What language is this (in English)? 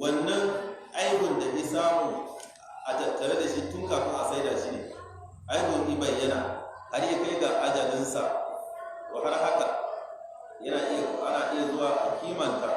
Hausa